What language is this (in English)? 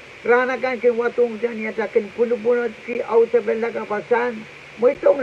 Pohnpeian